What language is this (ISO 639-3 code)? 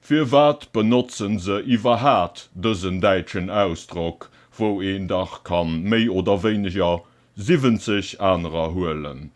ltz